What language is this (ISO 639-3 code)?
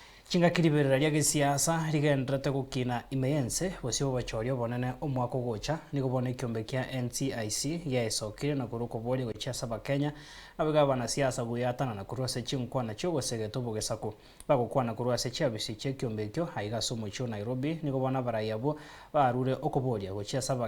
guz